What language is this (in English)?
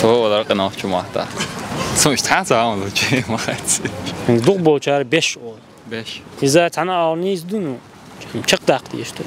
Chechen